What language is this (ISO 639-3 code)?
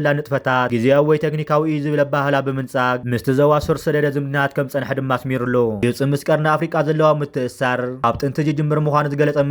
tir